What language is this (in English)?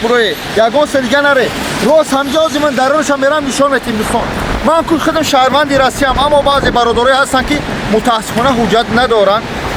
Tajik